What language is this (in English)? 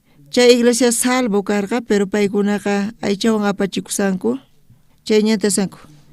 South Bolivian Quechua